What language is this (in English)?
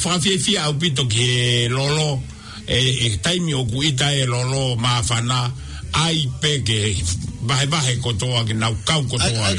Tongan